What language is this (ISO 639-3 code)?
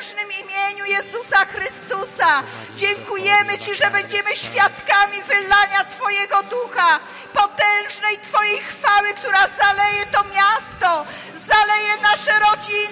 pol